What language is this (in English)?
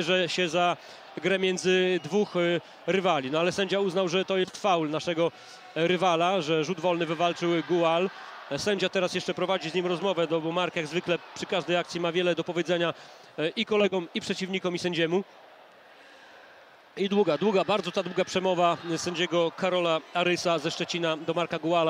Polish